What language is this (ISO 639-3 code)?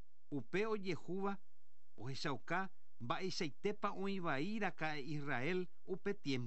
grn